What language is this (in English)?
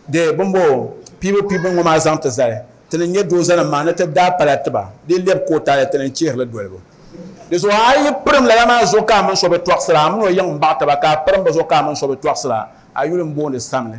Dagbani